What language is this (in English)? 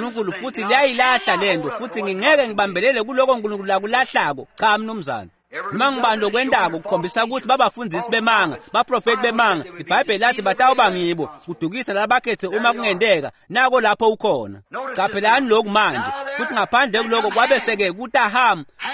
Swati